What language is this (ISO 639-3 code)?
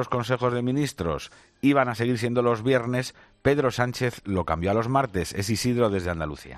spa